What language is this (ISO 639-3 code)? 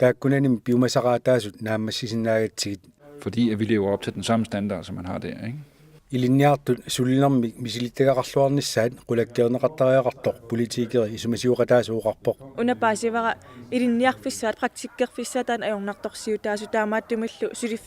kal